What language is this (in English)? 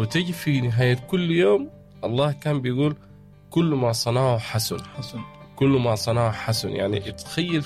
Sudanese Arabic